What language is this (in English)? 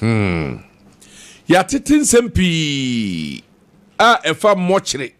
Akan